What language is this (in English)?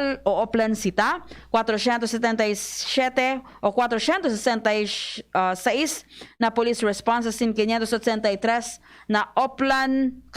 Bikol